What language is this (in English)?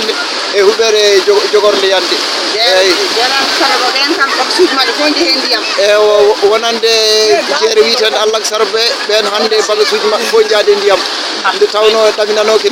Fula